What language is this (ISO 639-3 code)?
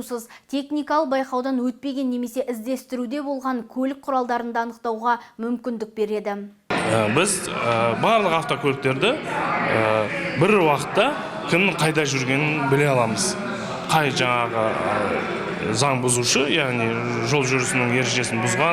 kaz